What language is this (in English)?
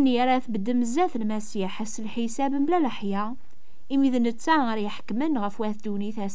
Kabyle